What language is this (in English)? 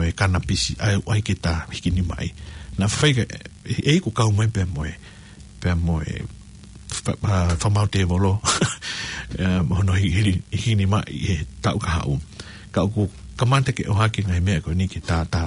Tongan